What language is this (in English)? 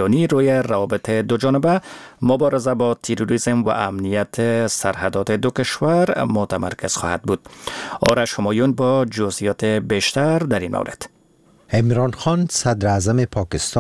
Persian